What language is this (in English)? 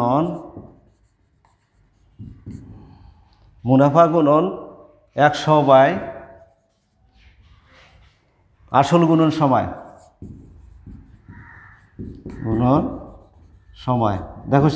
Bangla